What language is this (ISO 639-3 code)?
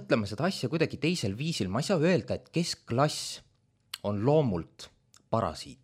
est